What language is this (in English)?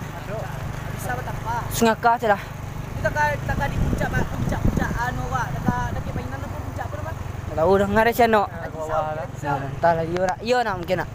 Minangkabau